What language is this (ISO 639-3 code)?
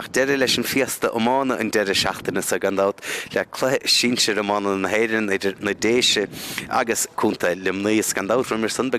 gle